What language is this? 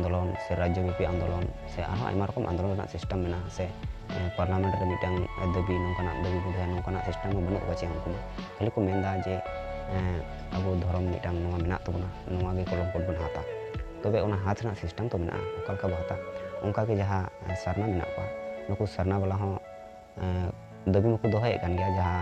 Santali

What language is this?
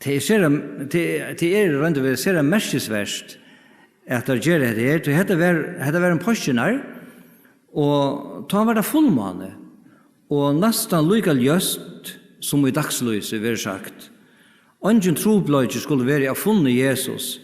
Faroese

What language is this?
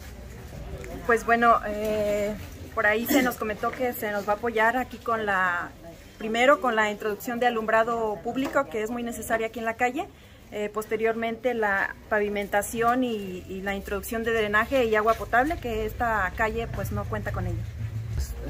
Spanish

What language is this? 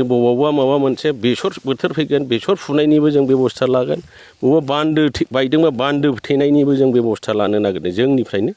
Bodo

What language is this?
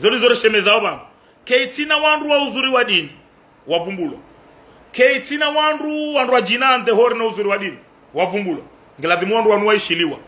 Ngazidja Comorian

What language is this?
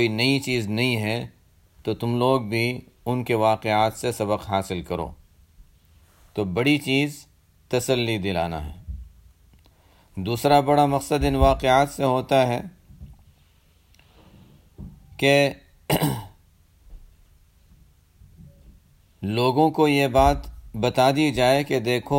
Urdu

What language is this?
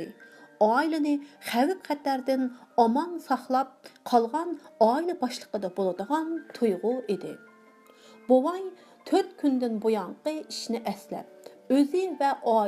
Uyghur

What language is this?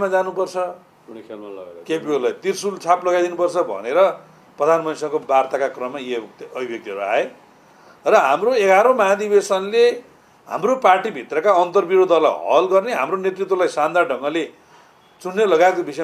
Nepali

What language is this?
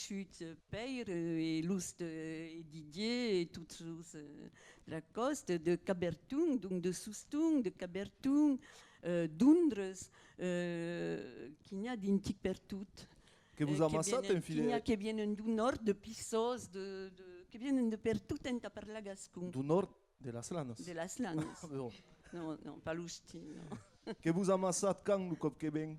Occitan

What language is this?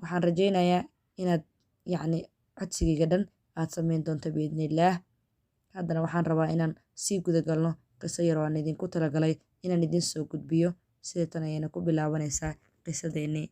Somali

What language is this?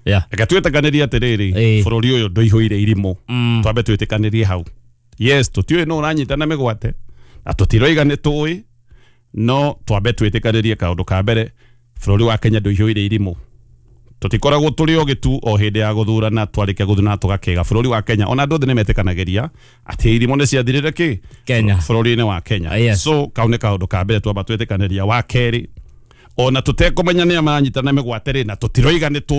Kikuyu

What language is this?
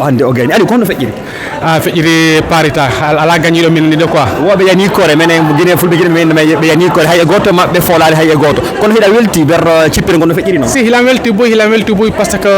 Fula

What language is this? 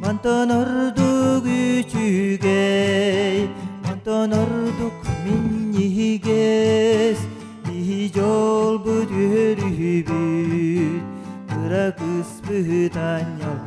Yakut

